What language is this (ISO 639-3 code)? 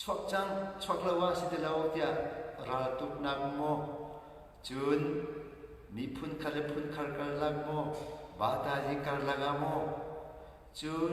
cnh